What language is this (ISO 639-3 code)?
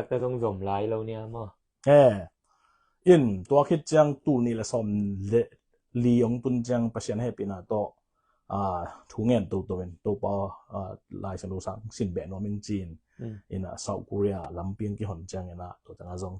ctd